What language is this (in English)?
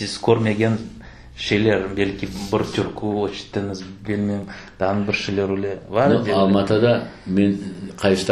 Crimean Tatar